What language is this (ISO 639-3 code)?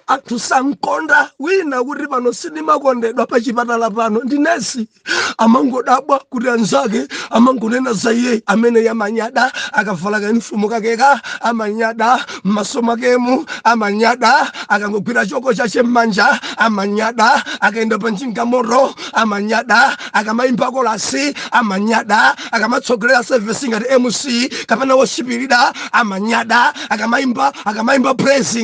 nya